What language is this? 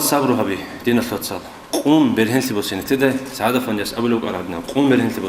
Avaric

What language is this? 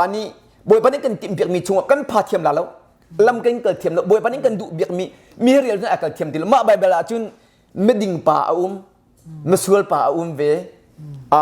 Hakha Chin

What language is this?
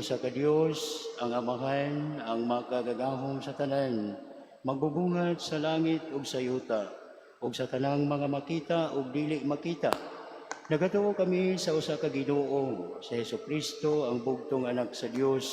Cebuano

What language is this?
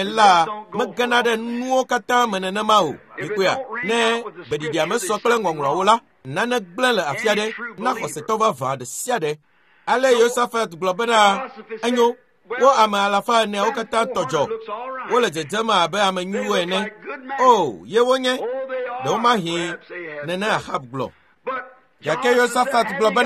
Ewe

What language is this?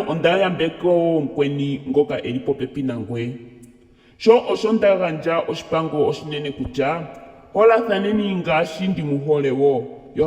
Ndonga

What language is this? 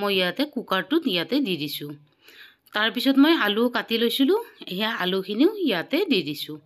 Assamese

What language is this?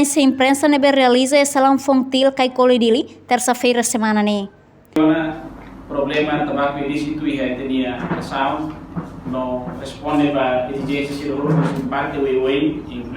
Tetum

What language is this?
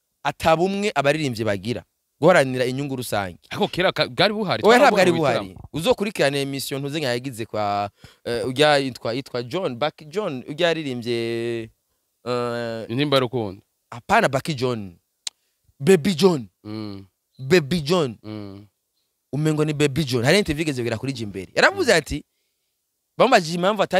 Rundi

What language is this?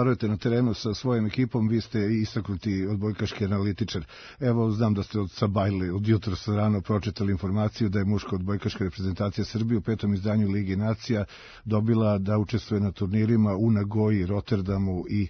Serbian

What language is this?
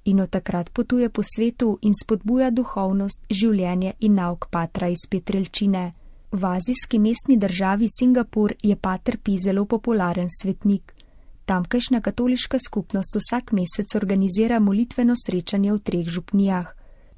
Slovenian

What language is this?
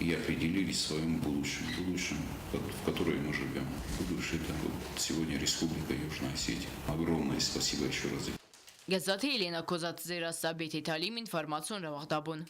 Ossetic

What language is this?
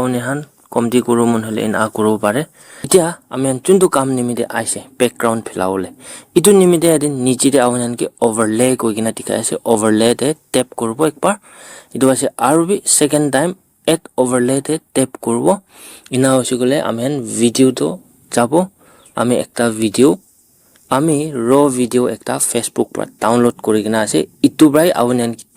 Naga Pidgin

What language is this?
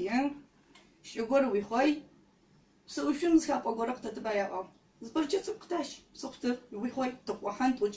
Adyghe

